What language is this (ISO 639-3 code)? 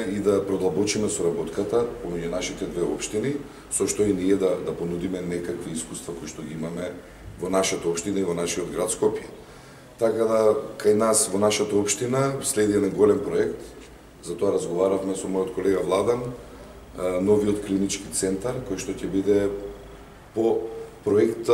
mkd